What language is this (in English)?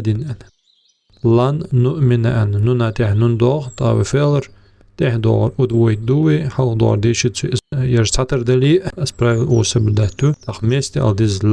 Ingush